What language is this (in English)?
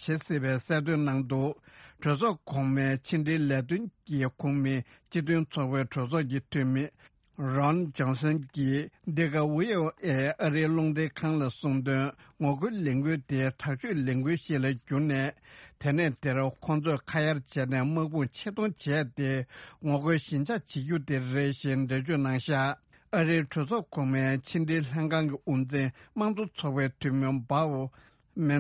Tibetan